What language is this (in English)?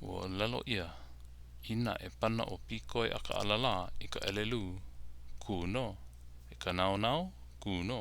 Hawaiian